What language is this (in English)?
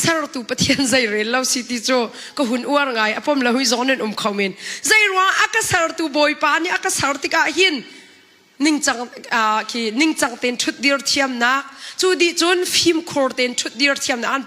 Hakha Chin